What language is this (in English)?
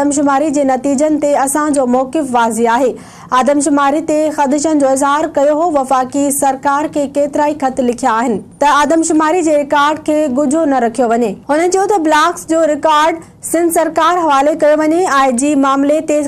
Sindhi